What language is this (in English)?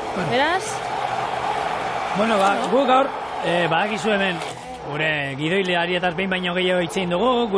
Basque